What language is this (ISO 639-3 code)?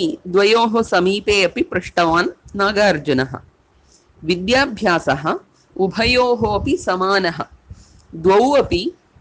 san